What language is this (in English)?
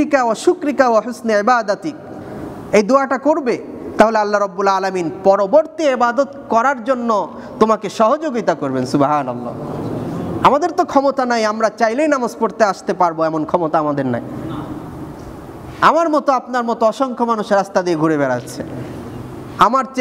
Bangla